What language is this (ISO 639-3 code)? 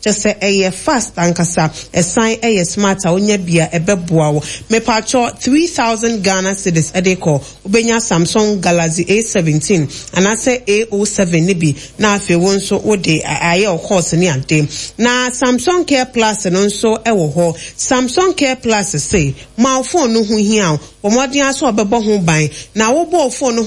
aka